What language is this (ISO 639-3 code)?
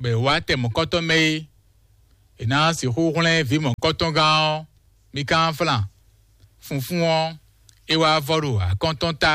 fon